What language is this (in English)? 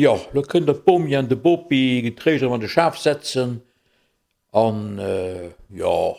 Luxembourgish